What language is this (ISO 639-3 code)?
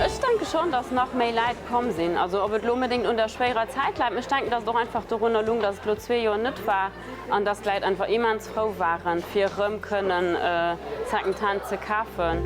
ltz